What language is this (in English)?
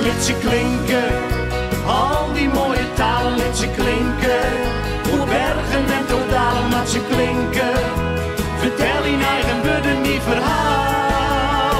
Western Frisian